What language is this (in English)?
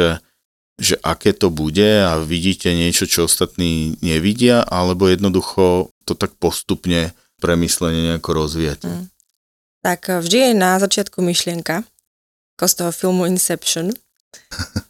Slovak